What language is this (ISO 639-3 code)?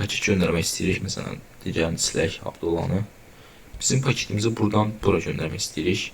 aze